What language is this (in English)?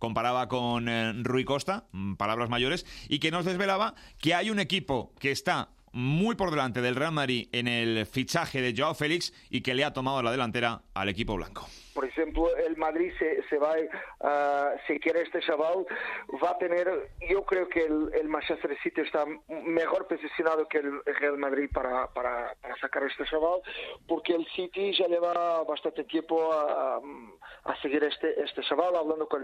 Spanish